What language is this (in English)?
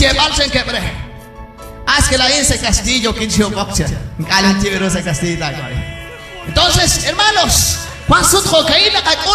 Kekchí